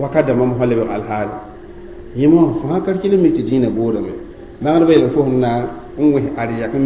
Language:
Mossi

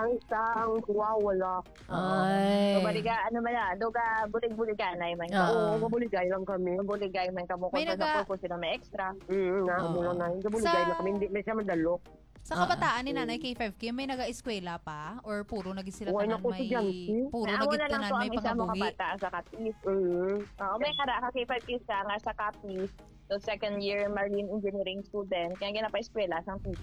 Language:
Hiligaynon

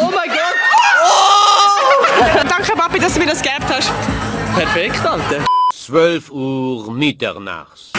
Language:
Swiss German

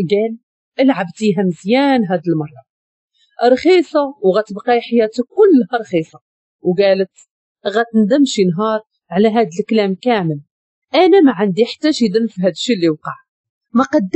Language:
Moroccan Arabic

